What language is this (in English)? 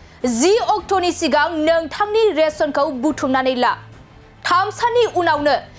Bodo